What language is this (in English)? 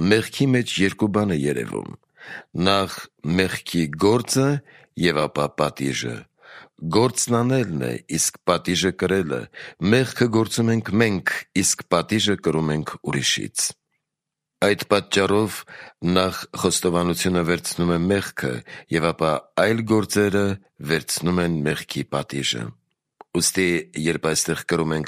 Armenian